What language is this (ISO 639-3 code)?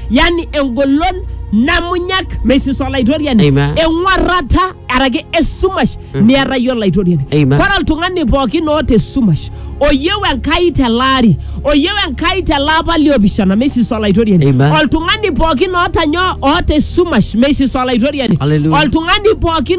mas